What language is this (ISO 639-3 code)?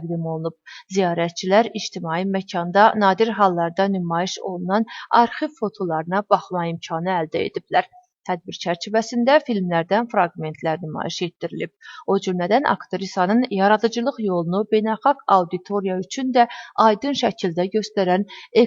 aze